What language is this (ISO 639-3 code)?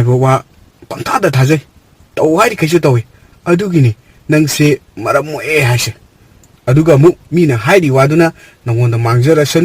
mni